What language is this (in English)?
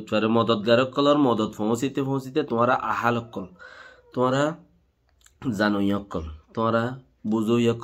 Rohingya